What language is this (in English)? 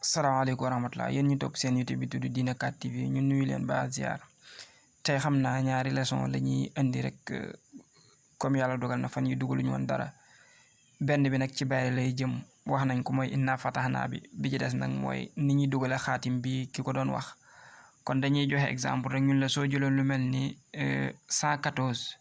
Wolof